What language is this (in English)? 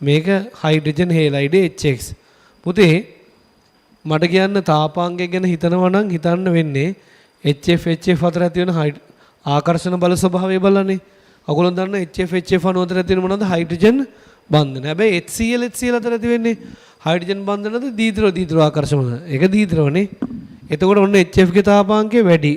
Sinhala